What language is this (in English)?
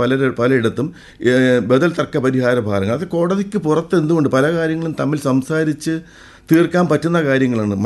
Malayalam